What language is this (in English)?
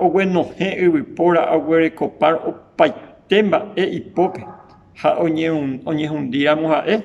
Guarani